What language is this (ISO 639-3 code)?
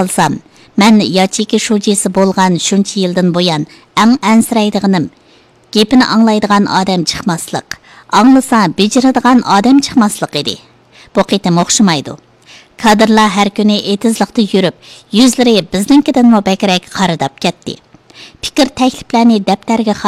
uig